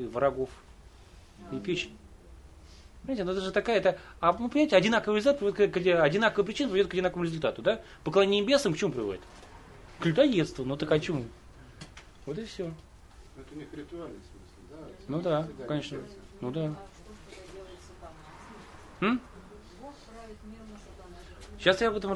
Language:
Russian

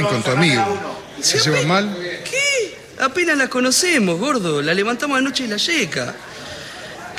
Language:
Spanish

